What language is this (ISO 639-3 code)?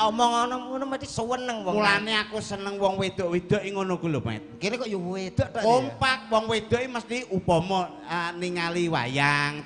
jav